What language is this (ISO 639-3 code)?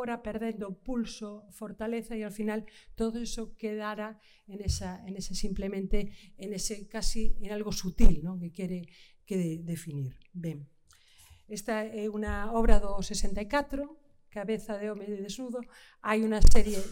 glg